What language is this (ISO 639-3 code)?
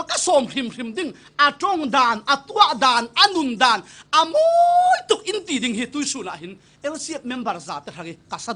cfm